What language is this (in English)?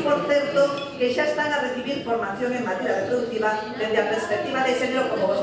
Galician